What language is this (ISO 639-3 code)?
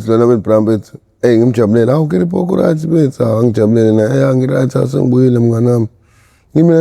zul